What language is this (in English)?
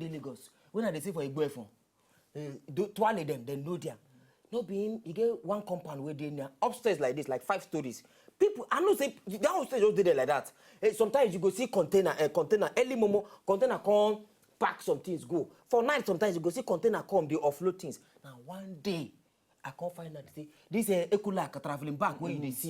Nigerian Pidgin